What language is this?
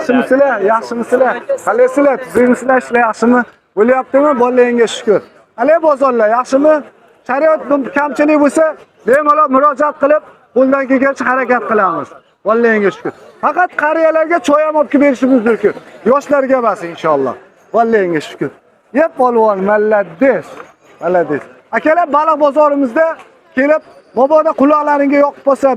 Uzbek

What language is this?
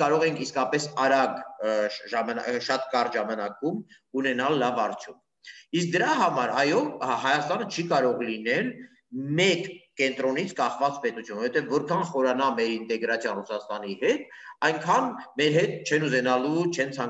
Armenian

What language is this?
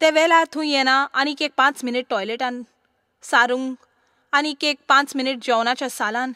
Konkani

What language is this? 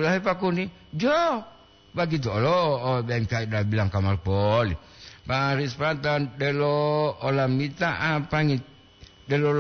Gorontalo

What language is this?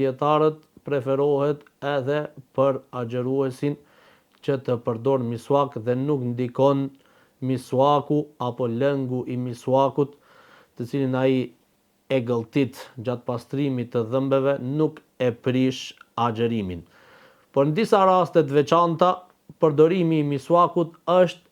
Albanian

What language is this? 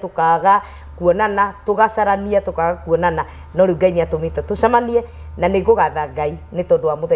Kikuyu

